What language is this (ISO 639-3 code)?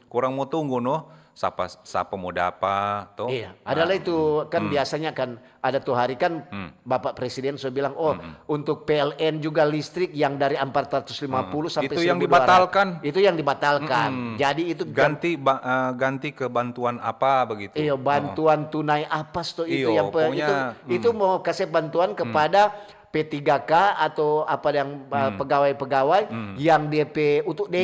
xmm